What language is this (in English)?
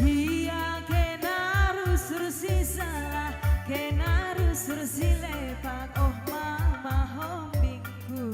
Batak Karo